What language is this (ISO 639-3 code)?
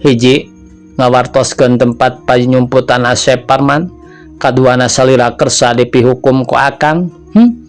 sun